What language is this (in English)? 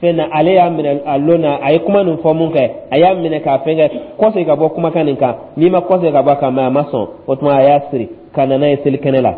Dyula